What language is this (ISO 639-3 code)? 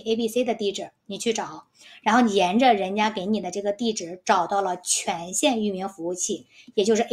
zho